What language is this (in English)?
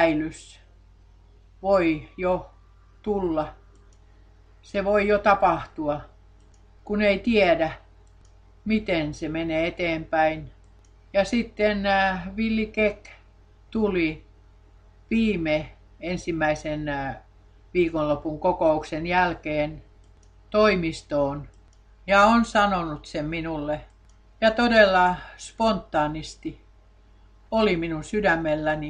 Finnish